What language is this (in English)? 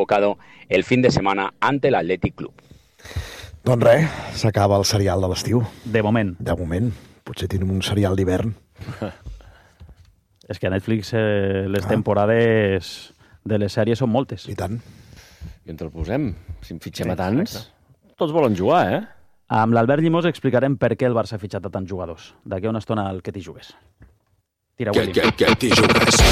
Catalan